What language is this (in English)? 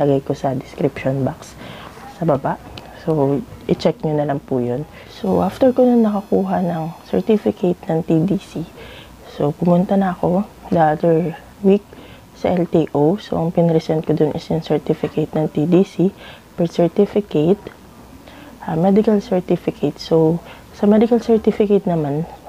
Filipino